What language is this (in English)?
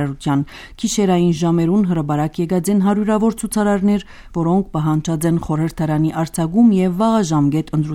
Armenian